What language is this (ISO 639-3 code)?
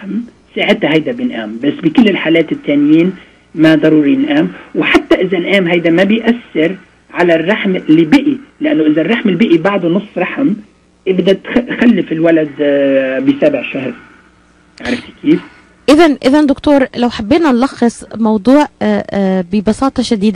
apc